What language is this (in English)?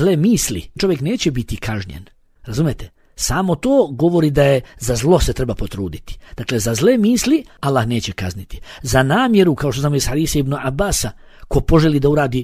Bosnian